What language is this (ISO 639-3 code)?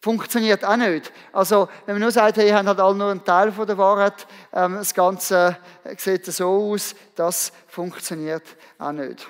gsw